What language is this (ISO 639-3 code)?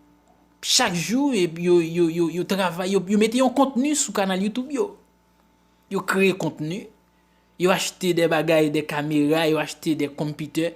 hat